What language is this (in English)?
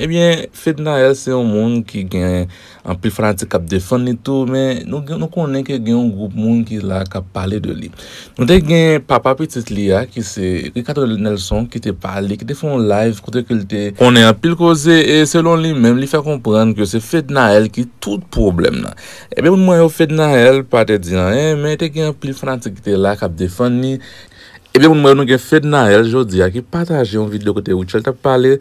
Haitian Creole